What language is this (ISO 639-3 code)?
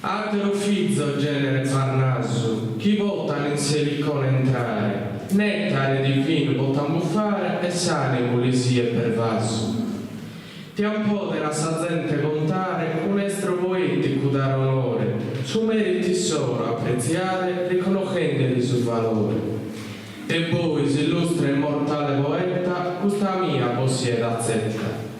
srd